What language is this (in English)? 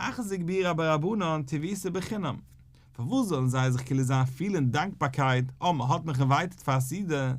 Yiddish